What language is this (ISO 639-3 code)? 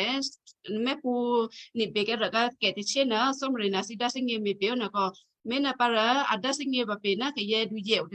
kyu